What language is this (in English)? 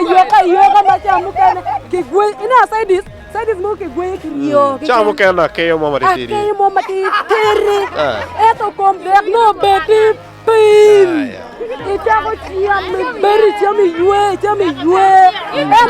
Acoli